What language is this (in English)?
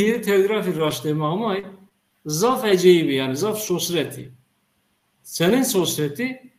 Zaza